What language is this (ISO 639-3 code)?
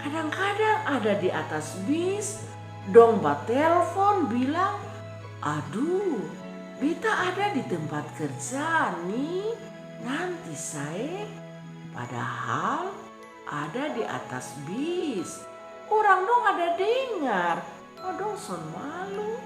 mkn